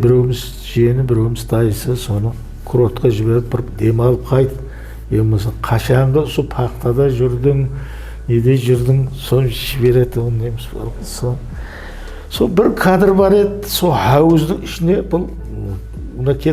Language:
Kara-Kalpak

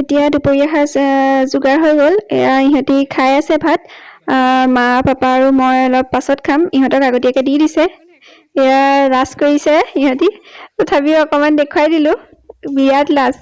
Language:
Assamese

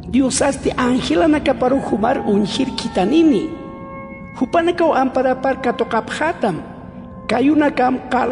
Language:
Aymara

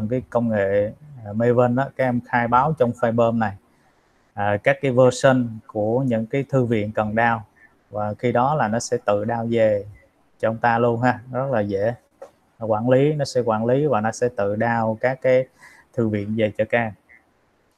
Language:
Vietnamese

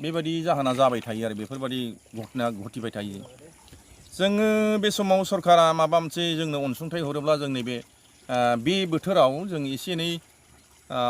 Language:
Bodo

